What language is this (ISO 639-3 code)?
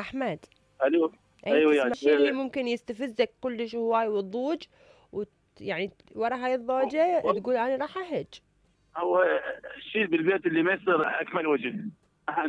acm